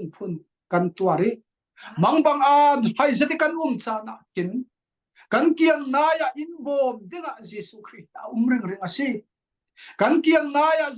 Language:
Falam Chin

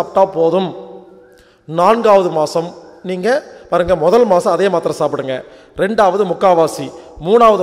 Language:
Tamil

